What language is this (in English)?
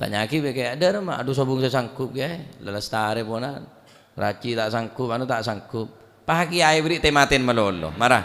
Madurese